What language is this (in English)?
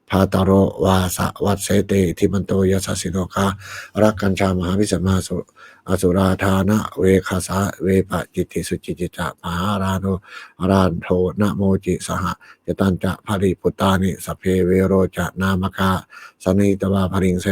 Pali